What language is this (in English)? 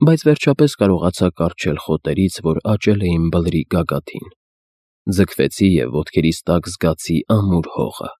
Armenian